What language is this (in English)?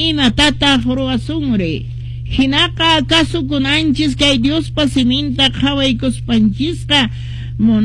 Quechua